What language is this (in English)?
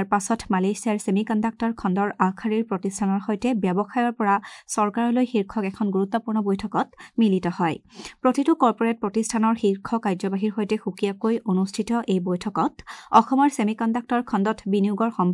Assamese